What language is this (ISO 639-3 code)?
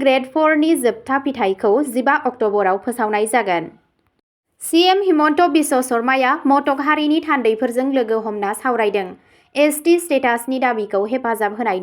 brx